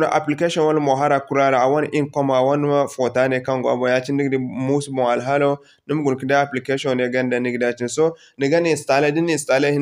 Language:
Zarma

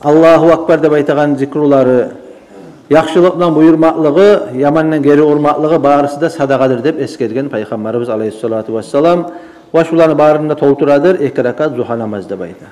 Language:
Kumyk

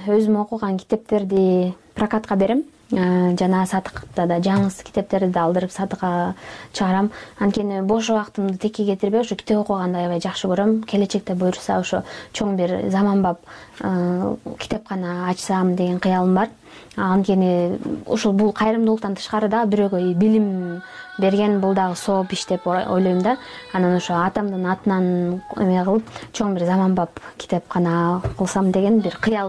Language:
Kyrgyz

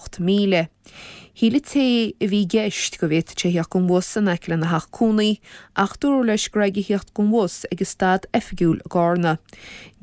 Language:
Irish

